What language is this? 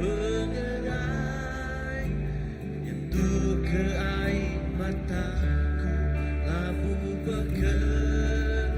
Iban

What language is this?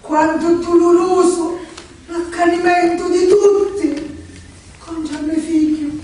Sicilian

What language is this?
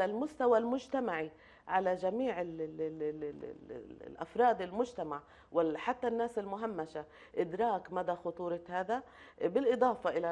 Arabic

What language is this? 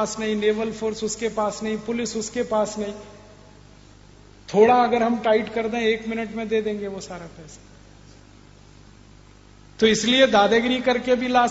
Hindi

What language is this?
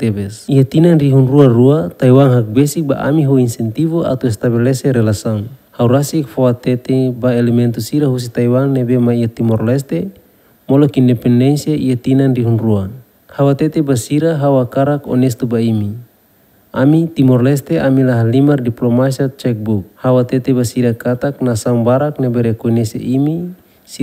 Tetum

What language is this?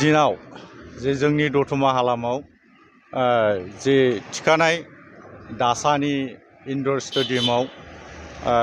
Bodo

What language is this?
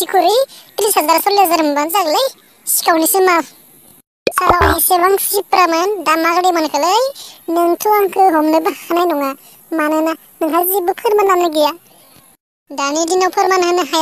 Bodo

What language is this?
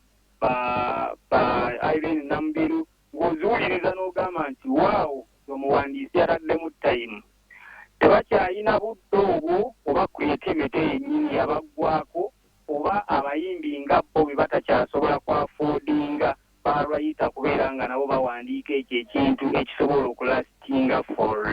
Ganda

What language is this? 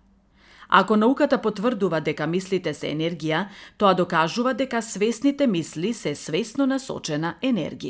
Macedonian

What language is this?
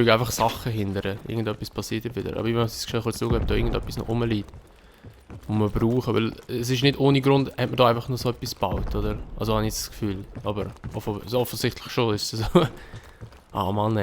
Swiss German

